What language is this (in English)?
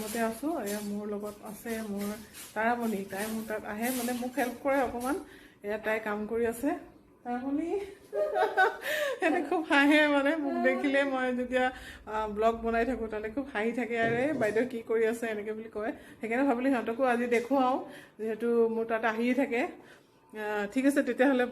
Assamese